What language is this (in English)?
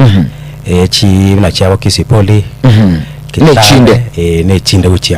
Gusii